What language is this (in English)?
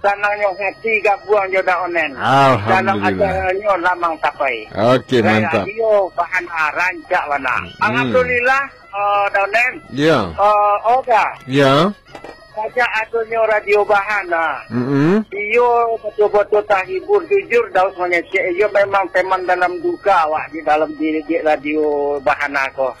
Minangkabau